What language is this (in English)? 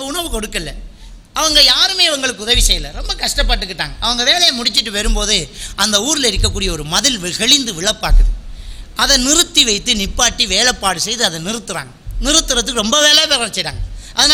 Tamil